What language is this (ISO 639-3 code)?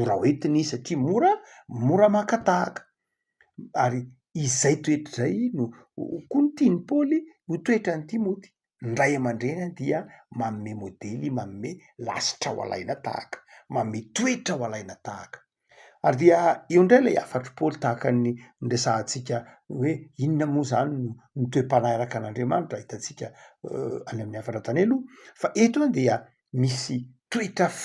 mlg